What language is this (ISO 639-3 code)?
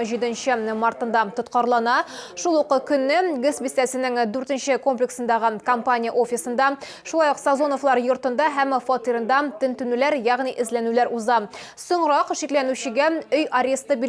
tat